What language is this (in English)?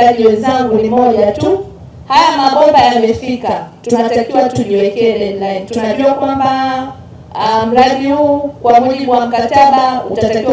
Swahili